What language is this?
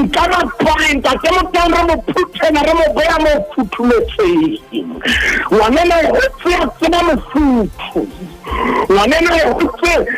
Southern Sotho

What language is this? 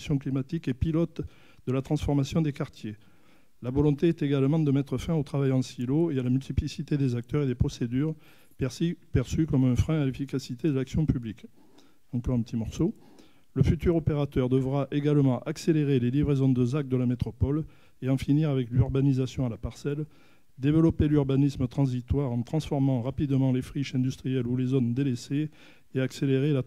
French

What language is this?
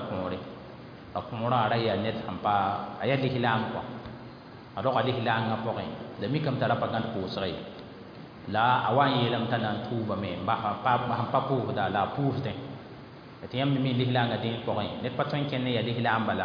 Mossi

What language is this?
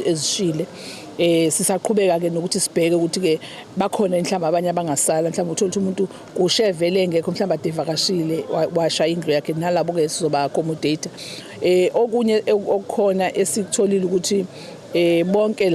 Zulu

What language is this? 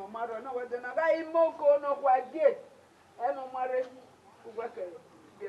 Bini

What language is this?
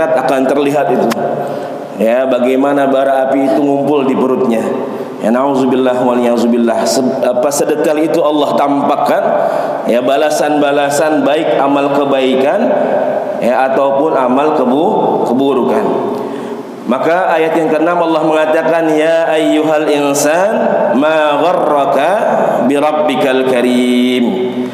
Indonesian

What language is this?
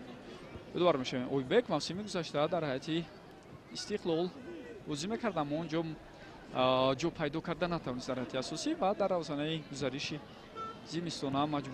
Tajik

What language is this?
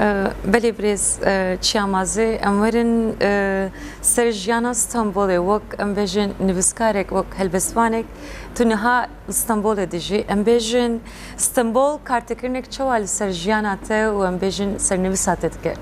Kurdish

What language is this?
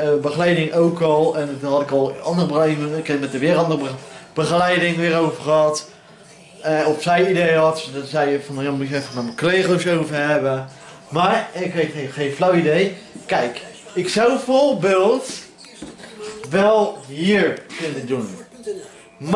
Dutch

